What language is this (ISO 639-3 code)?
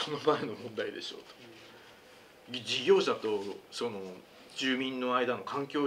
jpn